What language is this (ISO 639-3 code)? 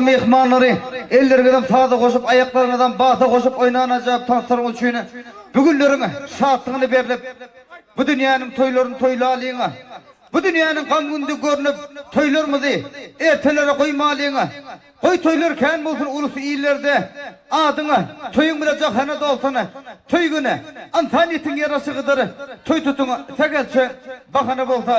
tuk